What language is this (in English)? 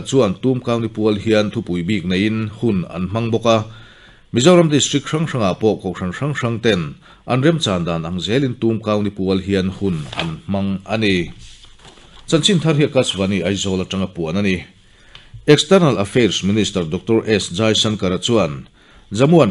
Mizo